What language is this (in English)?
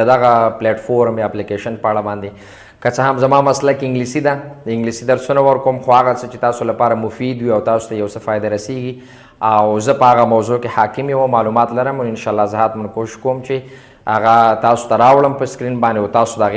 Pashto